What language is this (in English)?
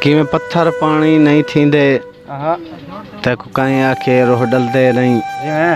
Saraiki